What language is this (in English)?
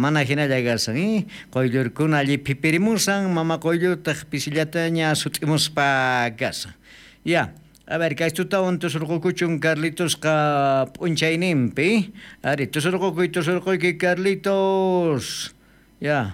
South Bolivian Quechua